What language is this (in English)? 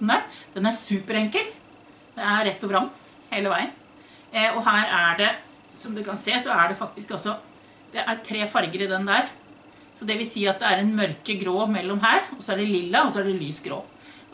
Norwegian